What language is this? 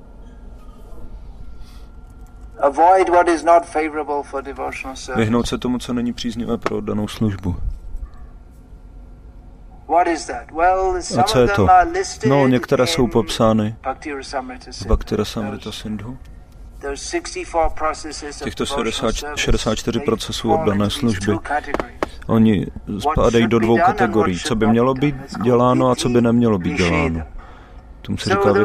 Czech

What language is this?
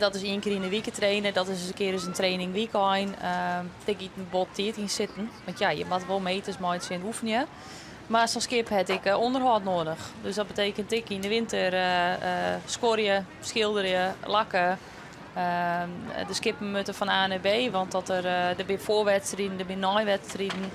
Western Frisian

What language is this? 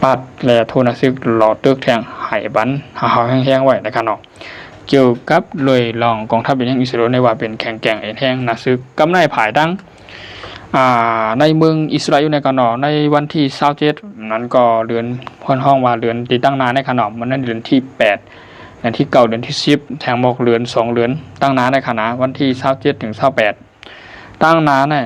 Shan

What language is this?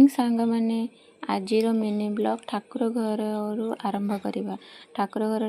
Odia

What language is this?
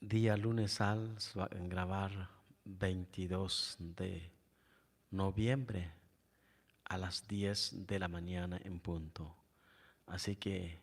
Chuj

